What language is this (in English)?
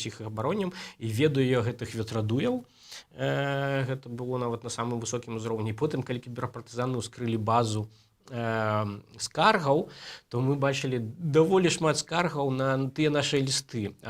Belarusian